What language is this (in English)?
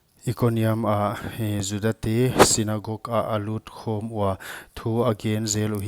Paite Chin